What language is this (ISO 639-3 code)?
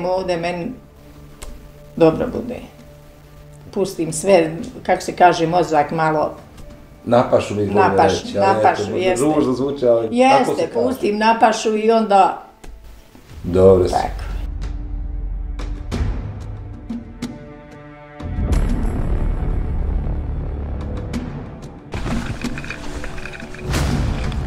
bos